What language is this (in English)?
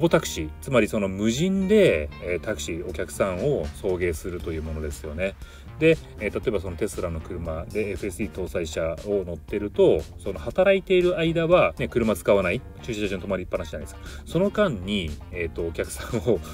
Japanese